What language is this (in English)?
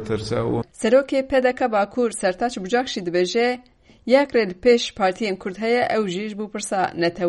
Kurdish